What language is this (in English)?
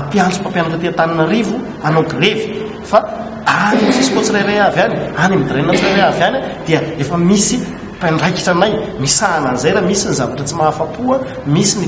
Malagasy